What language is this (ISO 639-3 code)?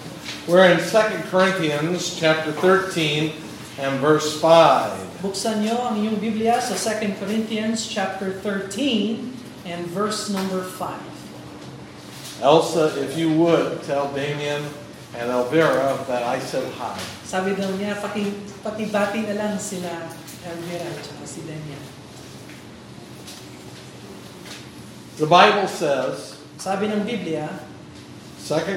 fil